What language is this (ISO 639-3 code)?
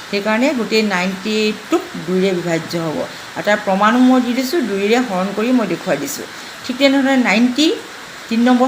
asm